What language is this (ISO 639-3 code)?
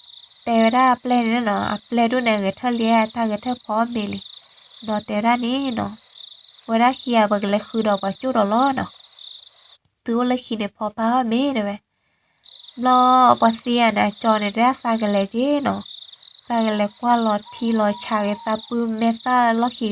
ksw